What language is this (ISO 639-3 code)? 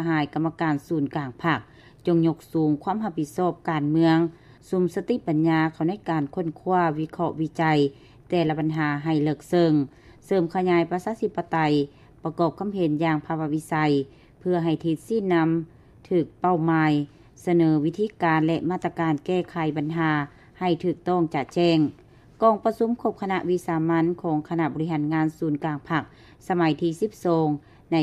lao